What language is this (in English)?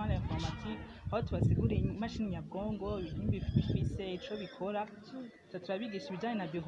Rundi